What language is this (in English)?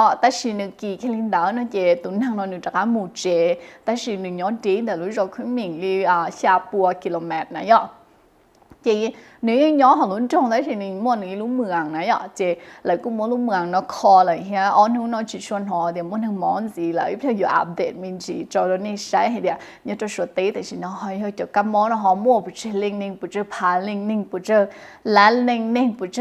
Hmong